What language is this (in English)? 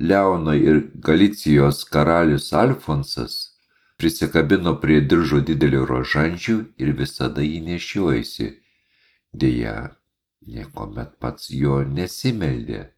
Lithuanian